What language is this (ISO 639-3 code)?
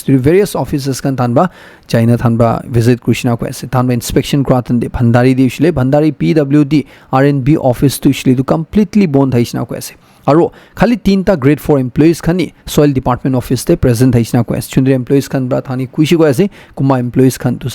nag